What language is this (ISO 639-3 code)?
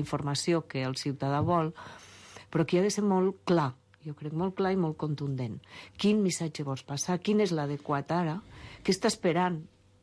cat